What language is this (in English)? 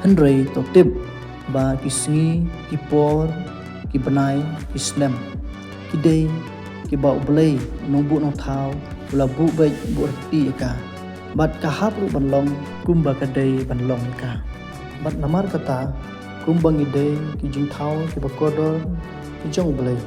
Khasi